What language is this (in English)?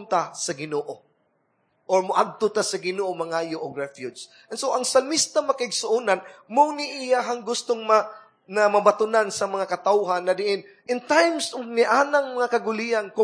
Cebuano